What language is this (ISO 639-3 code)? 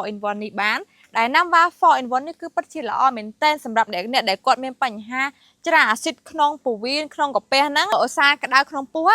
khm